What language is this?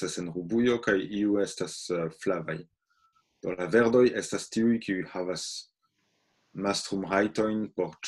Esperanto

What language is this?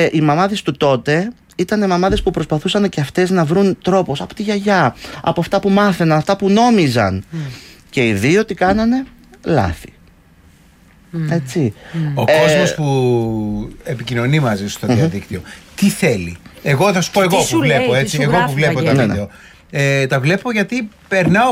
Greek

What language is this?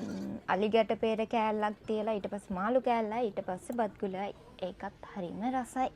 Sinhala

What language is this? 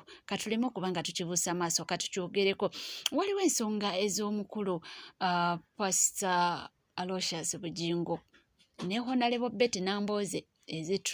Ganda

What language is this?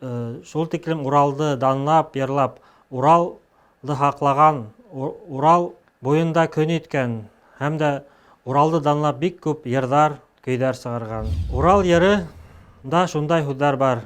Bashkir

